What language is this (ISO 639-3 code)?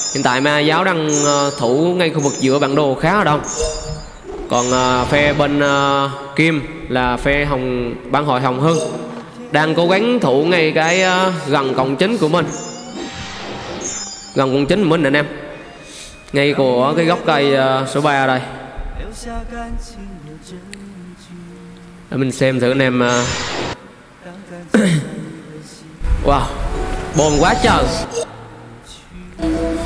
vie